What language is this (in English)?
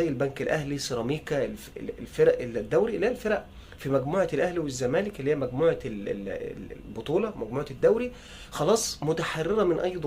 Egyptian Arabic